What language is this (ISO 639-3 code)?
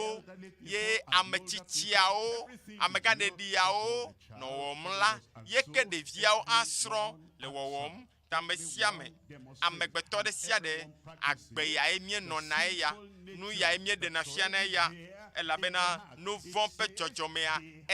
ewe